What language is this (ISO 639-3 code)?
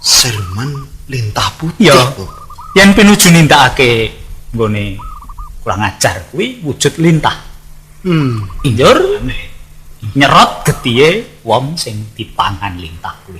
jav